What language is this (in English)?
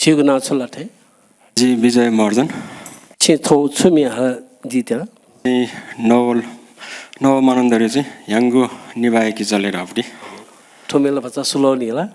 Newari